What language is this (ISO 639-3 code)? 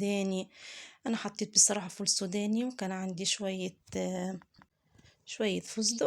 arz